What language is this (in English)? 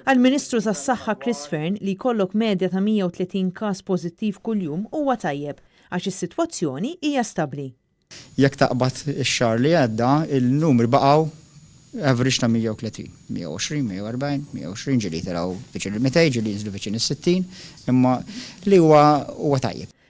Maltese